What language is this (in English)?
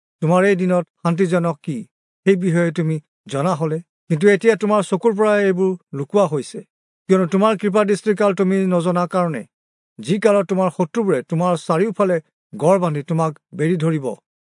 Assamese